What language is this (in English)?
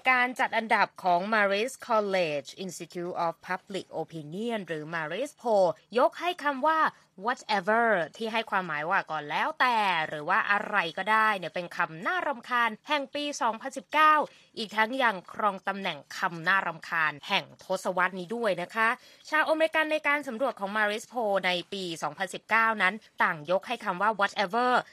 Thai